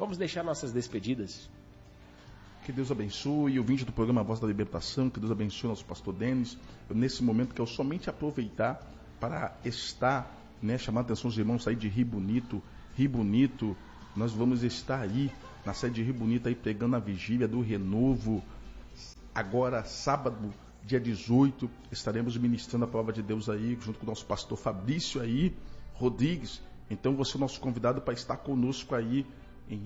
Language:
Portuguese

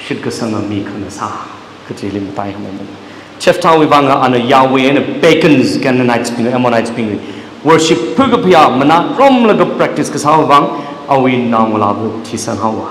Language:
Tangkhul Naga (India)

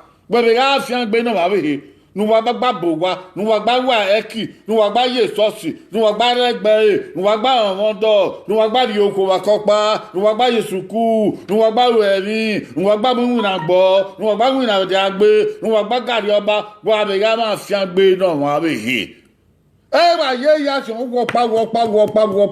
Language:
Bini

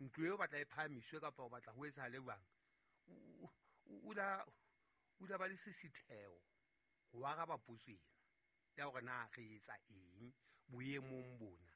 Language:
Southern Sotho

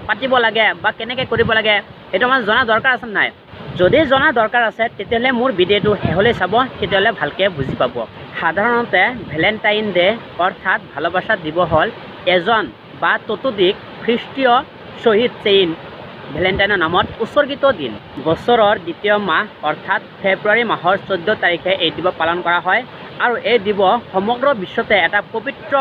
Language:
Assamese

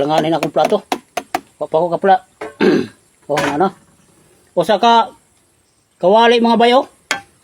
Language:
Cebuano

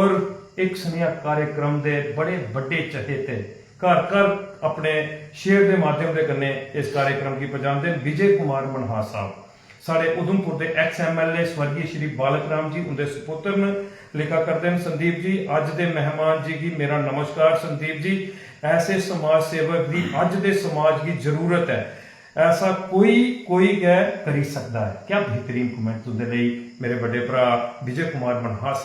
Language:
Dogri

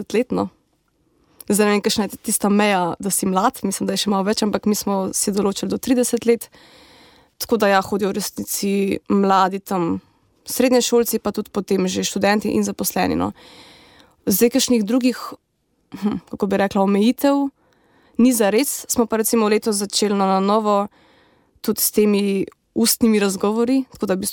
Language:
Slovenian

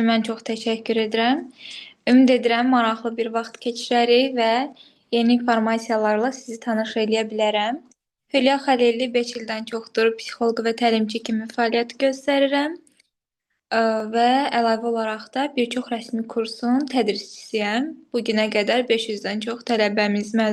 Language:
Azerbaijani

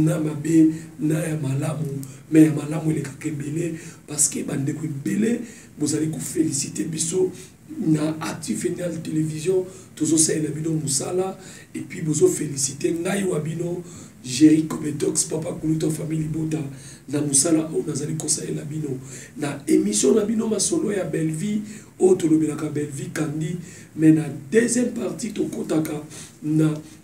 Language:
Lingala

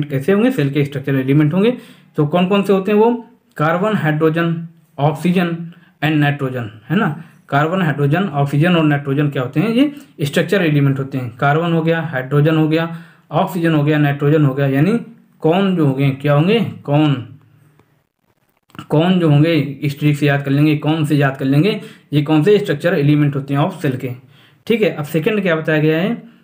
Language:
Hindi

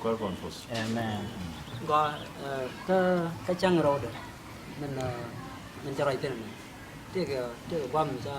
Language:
Nuer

